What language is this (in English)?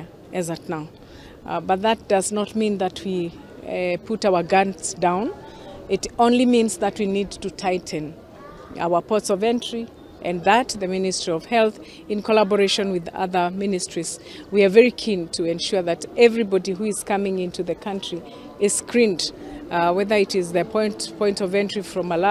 Luo (Kenya and Tanzania)